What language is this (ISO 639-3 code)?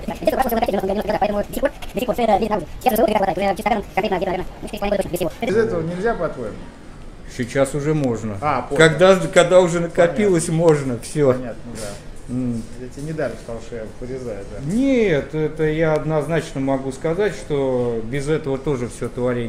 rus